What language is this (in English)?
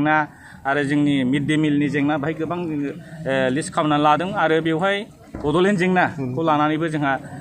Bodo